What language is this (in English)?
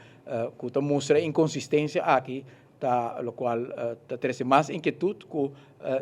Papiamento